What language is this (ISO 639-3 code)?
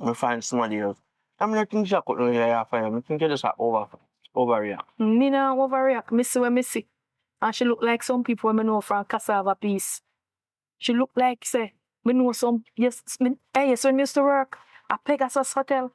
jam